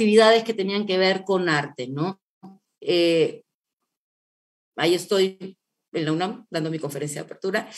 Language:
Spanish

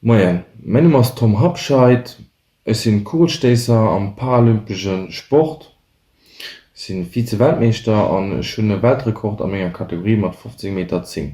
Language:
Luxembourgish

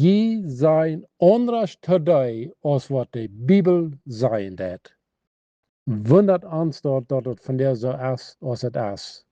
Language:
Plautdietsch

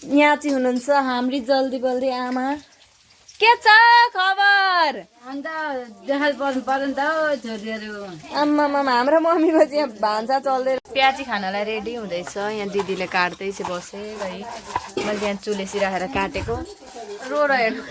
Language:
Nepali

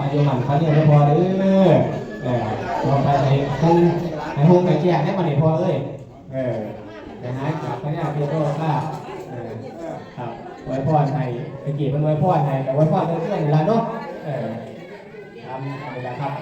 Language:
Northeastern Thai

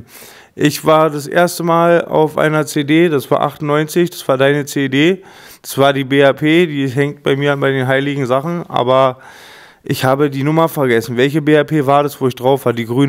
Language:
German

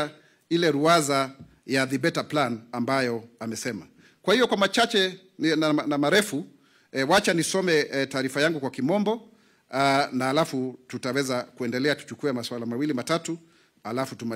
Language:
Swahili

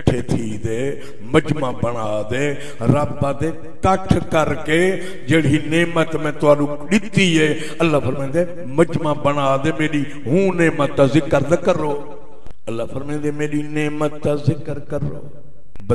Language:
Saraiki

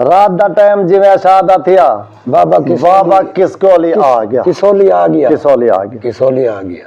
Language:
Saraiki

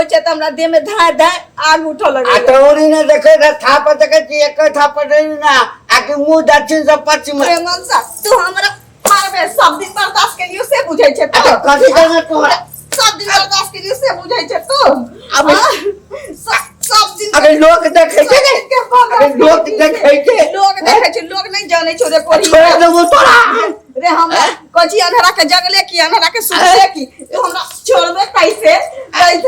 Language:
Maithili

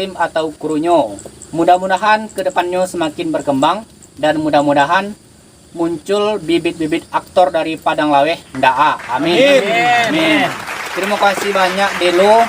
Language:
Minangkabau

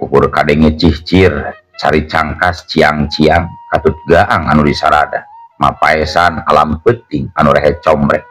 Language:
Sundanese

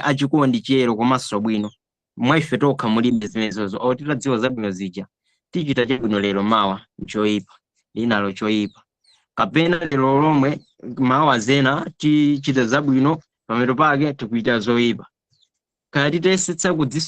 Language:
Nyanja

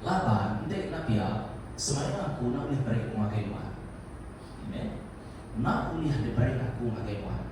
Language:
Iban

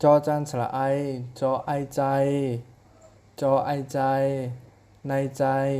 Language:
Shan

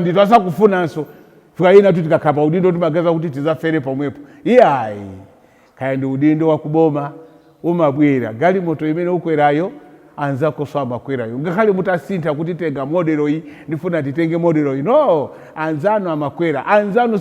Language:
Nyanja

